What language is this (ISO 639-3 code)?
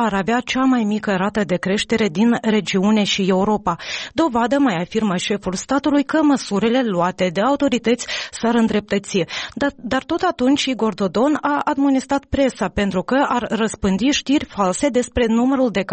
ron